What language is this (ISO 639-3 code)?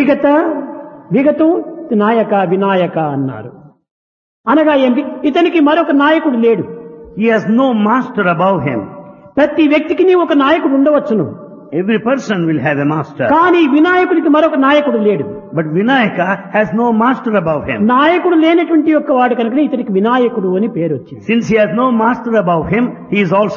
tel